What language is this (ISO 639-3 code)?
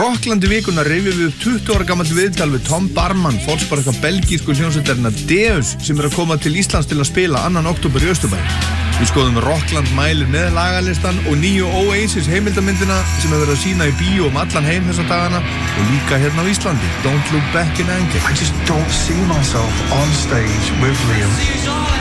isl